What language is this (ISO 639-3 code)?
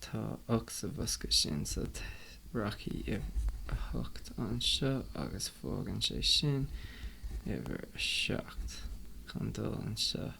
gle